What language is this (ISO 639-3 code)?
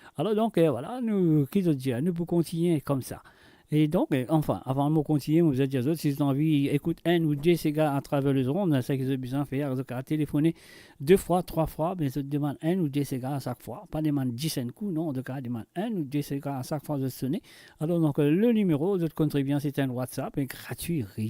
mfe